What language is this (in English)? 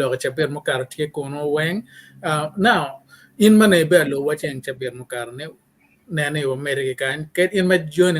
Acoli